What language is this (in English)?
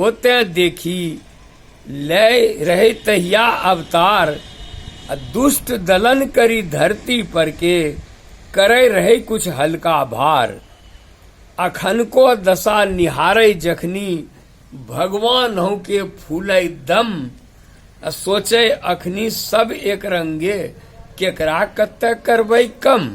Angika